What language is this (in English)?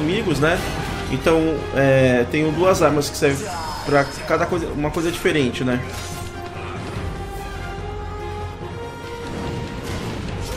Portuguese